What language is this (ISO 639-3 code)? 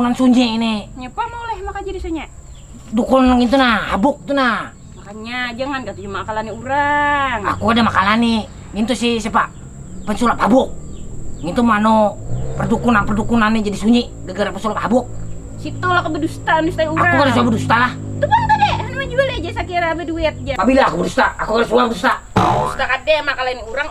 bjn